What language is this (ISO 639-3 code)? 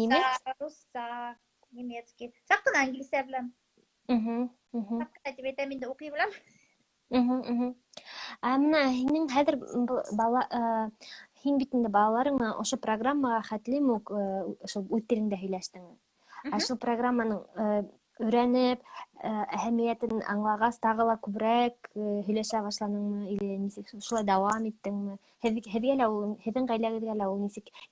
bak